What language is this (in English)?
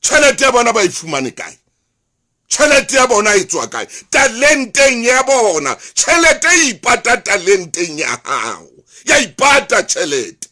Southern Sotho